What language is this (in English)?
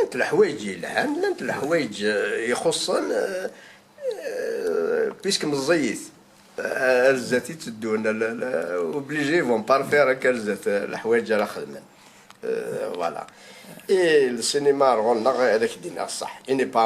Kabyle